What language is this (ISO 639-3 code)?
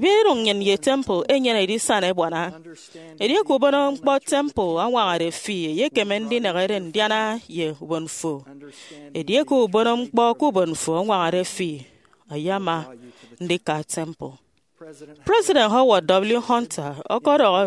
efi